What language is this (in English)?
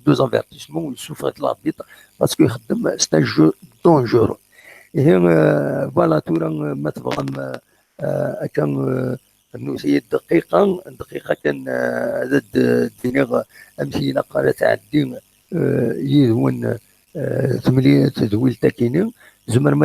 Kabyle